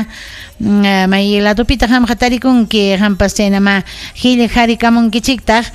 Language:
Ayacucho Quechua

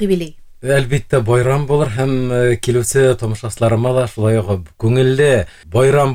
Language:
Bashkir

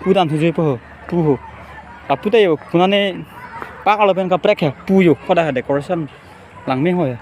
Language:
Karbi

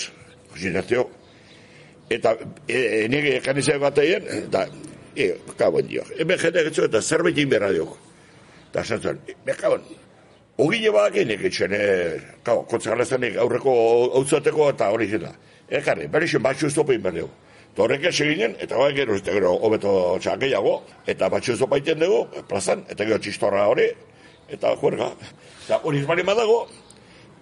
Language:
Basque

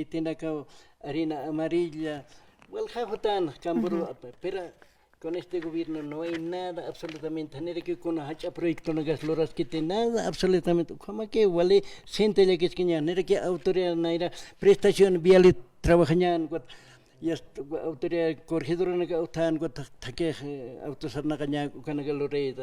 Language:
Aymara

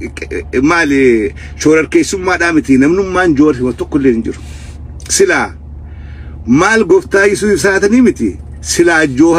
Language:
Oromo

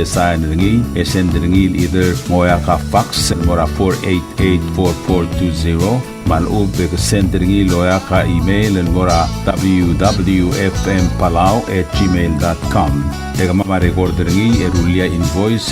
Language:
Palauan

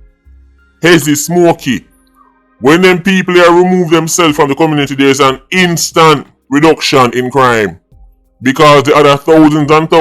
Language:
Jamaican Creole English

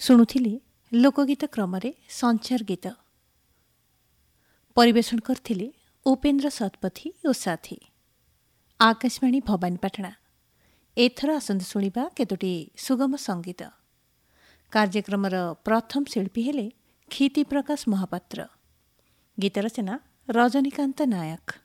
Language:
Odia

